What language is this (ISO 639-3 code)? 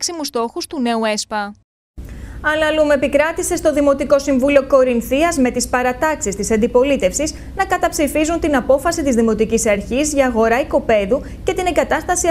ell